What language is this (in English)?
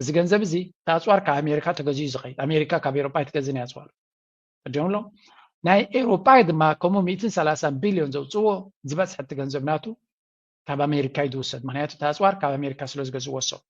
Tigrinya